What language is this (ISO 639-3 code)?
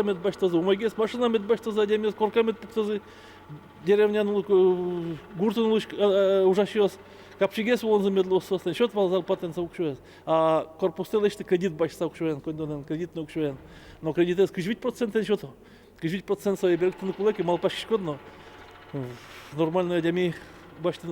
udm